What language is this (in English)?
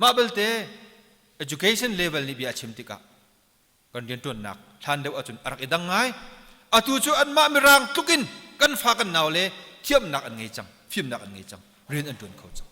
Hakha Chin